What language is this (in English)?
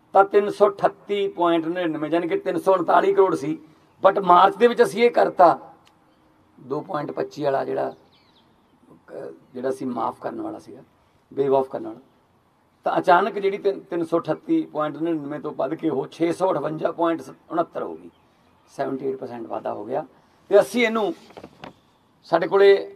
Punjabi